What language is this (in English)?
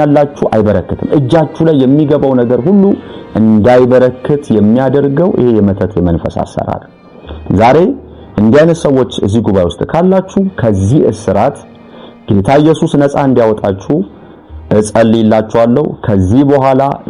Amharic